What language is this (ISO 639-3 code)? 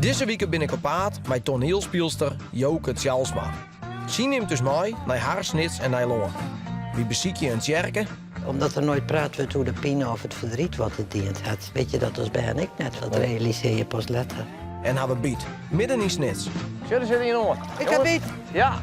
fry